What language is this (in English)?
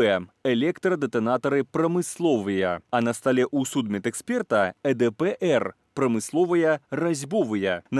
Belarusian